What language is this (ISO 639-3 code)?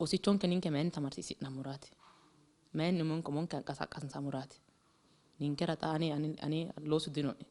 sid